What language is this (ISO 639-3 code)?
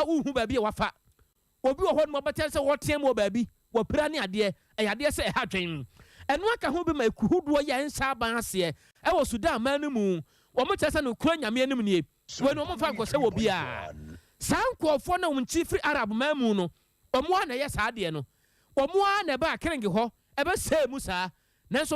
aka